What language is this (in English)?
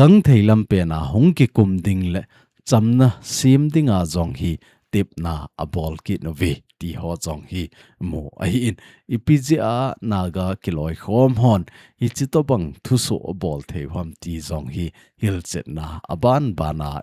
Thado Chin